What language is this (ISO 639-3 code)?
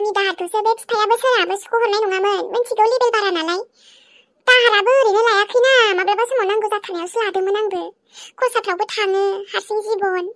brx